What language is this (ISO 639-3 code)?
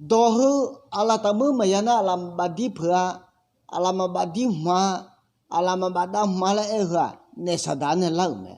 ahk